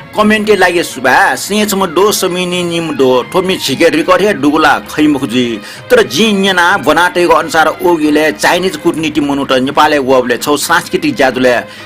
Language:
Newari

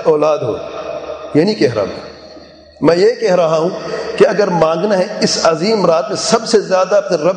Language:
Urdu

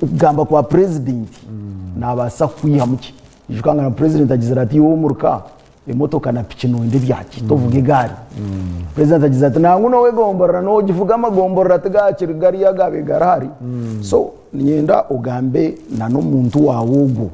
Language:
Nyankole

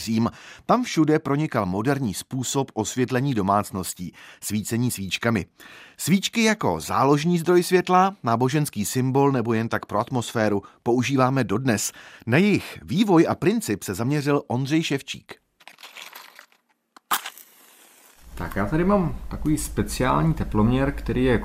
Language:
Czech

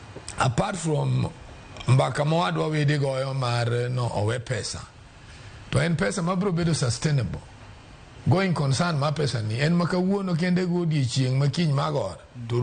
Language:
Luo (Kenya and Tanzania)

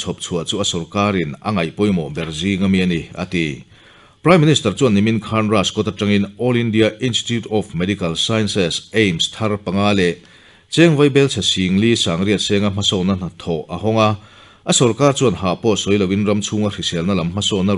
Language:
Mizo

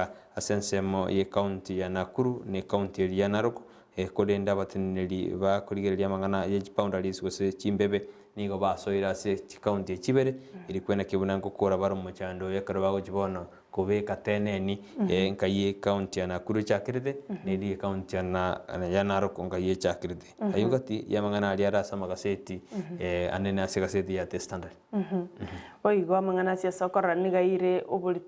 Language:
Gusii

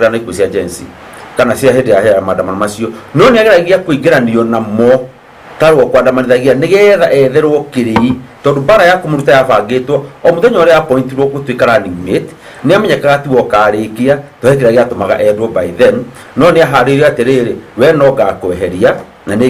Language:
Kikuyu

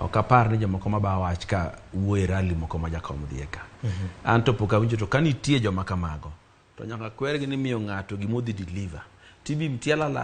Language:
Luo (Kenya and Tanzania)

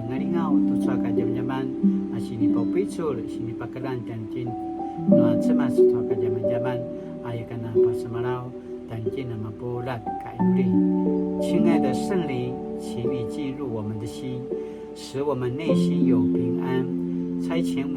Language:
Paiwan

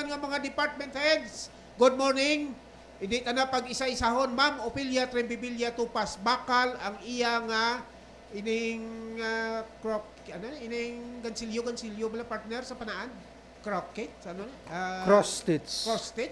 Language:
Hiligaynon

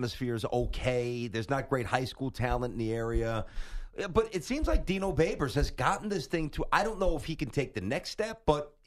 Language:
English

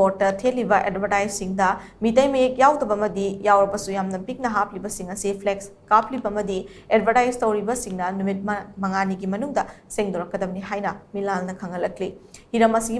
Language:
Manipuri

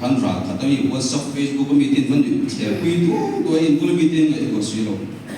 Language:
Mizo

